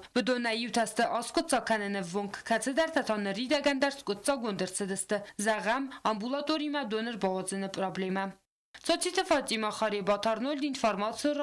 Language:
Ossetic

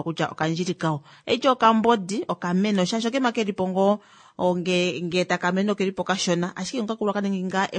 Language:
Kuanyama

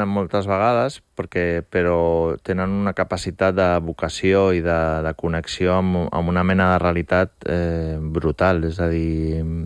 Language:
Catalan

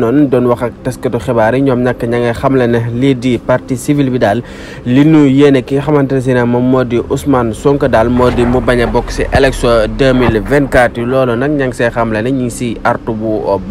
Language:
Wolof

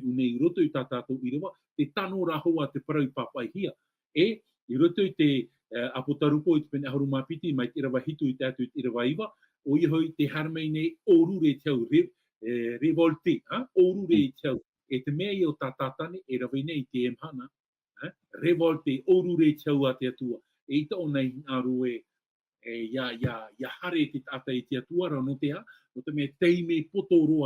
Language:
Tahitian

